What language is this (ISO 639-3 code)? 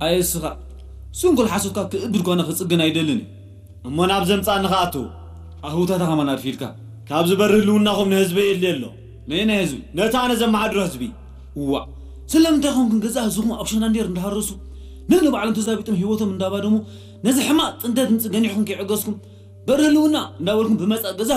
tir